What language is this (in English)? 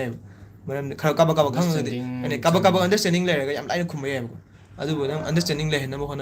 Manipuri